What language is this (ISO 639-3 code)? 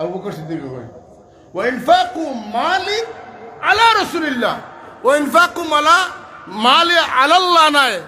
syl